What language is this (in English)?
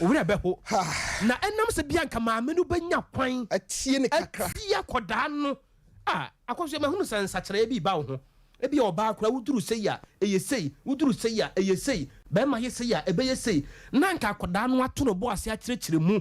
Akan